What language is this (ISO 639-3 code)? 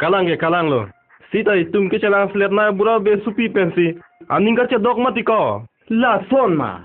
mjw